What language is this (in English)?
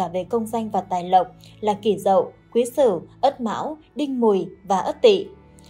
Vietnamese